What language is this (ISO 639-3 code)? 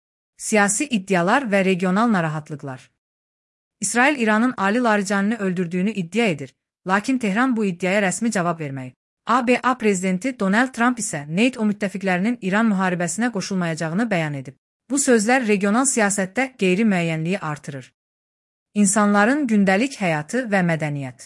aze